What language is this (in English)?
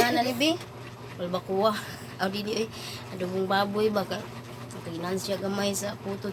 Cebuano